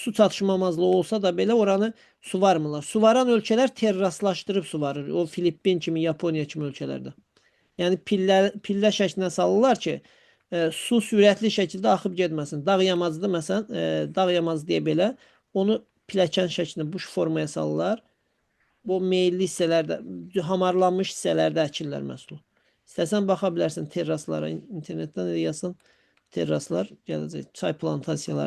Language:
Azerbaijani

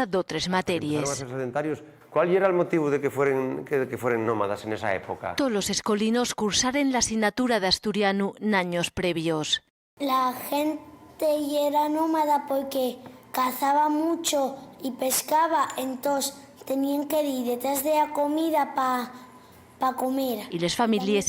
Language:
Asturian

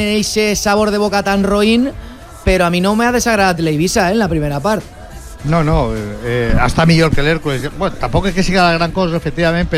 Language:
Catalan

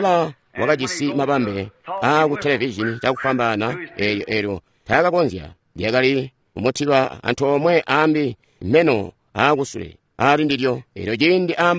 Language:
Tonga (Zambia)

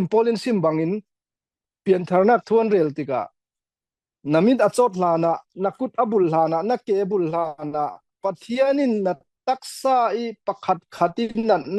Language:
Falam Chin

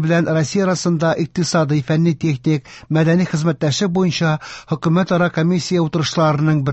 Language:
Tatar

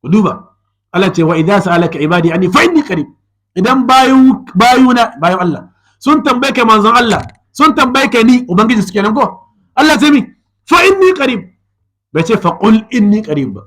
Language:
Hausa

